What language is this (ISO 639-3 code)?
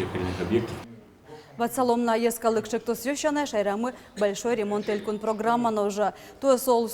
udm